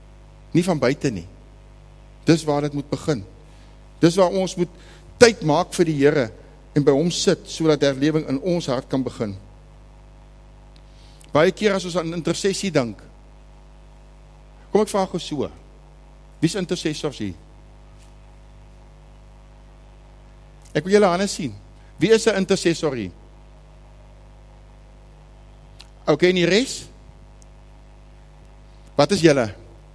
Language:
Afrikaans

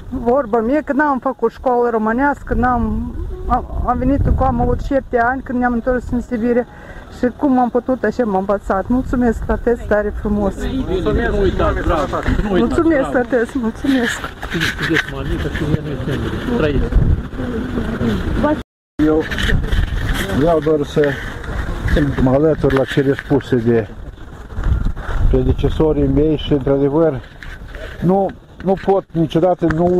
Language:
Romanian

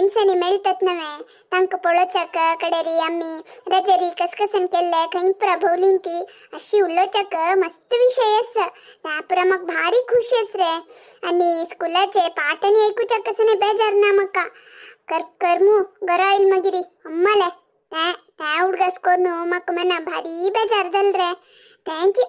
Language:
Konkani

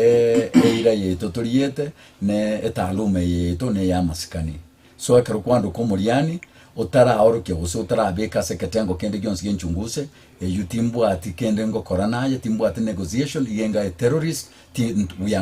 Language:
Gusii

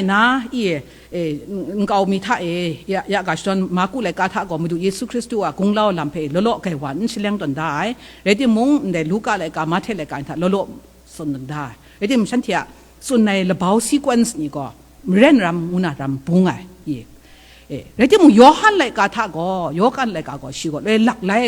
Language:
Kachin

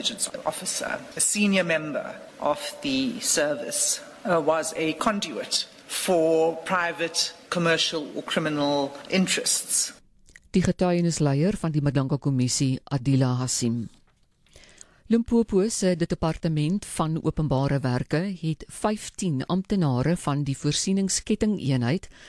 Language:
Afrikaans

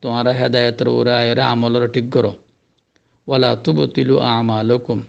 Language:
Rohingya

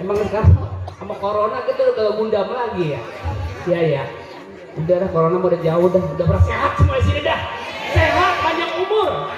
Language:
Betawi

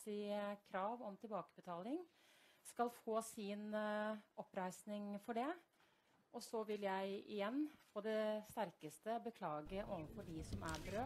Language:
Norwegian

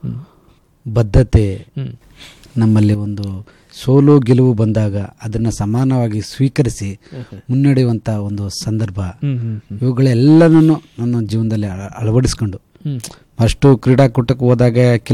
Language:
Kannada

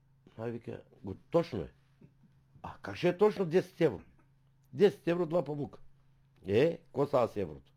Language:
Bulgarian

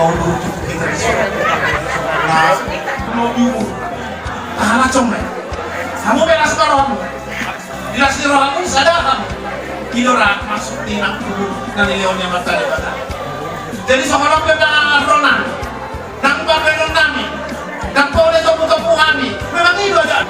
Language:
Batak Toba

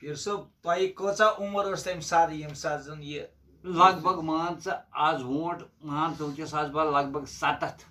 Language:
Kashmiri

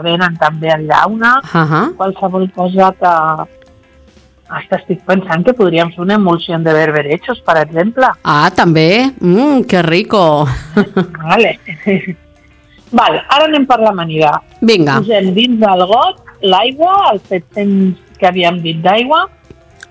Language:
Catalan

